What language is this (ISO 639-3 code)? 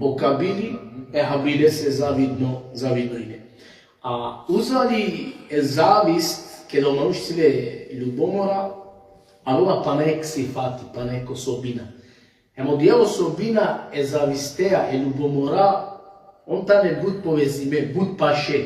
rmn